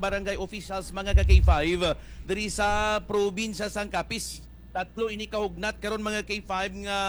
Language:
Hiligaynon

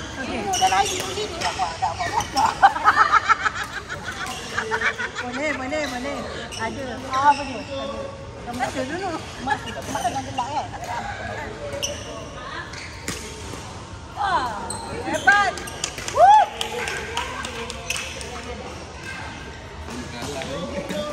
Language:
Malay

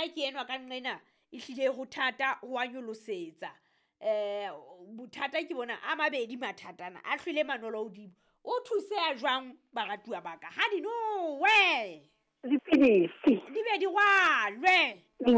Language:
Southern Sotho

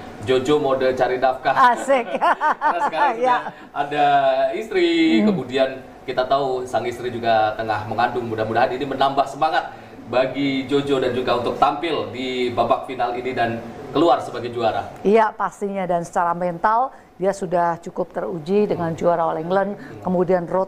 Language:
Indonesian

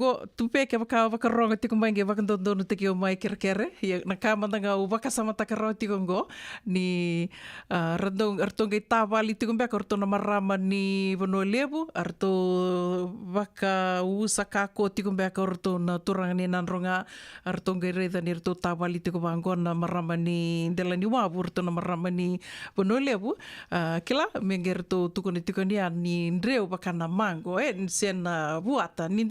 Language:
Fijian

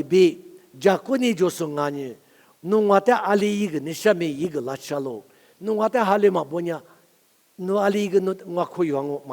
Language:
Lisu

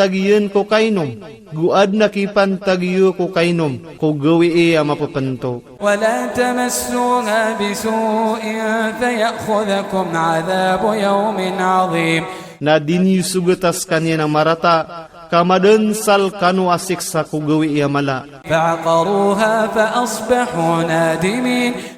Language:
Iranun (Philippines)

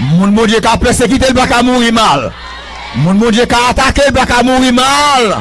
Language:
Haitian Creole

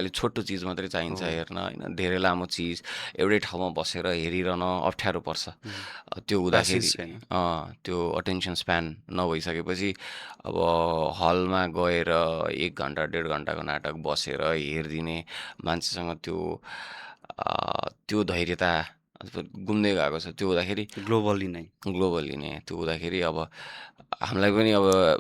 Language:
Nepali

